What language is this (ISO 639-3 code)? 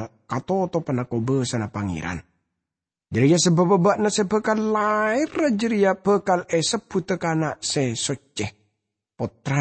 mad